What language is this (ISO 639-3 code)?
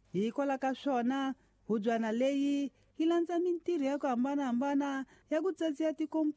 tso